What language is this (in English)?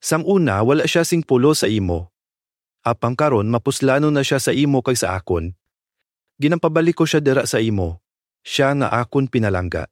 Hiligaynon